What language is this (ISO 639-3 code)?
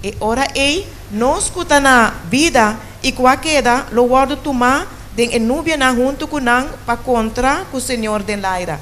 pap